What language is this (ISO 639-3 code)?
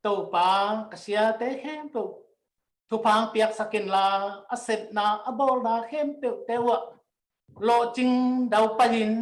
ctd